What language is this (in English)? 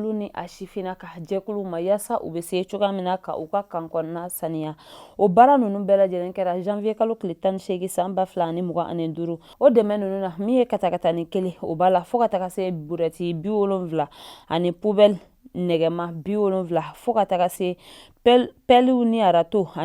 Bambara